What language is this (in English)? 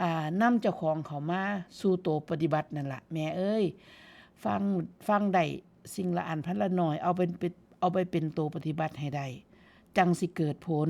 Northeastern Thai